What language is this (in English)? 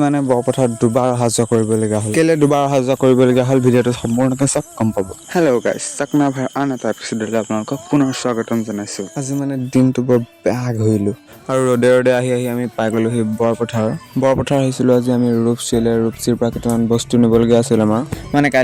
Assamese